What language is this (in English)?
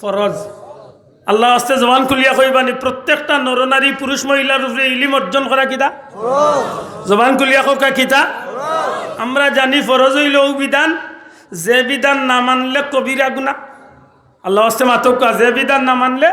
Sylheti